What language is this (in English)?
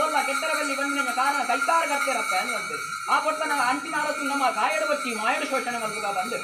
Tulu